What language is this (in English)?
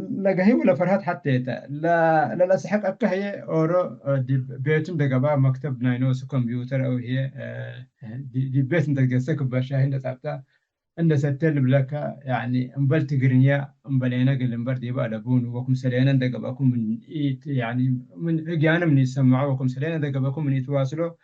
Tigre